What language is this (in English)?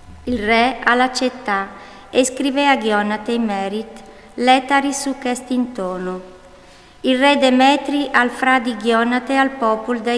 Friulian